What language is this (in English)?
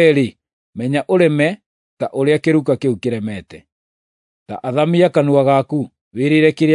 Kikuyu